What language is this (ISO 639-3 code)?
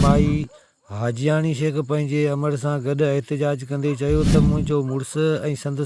snd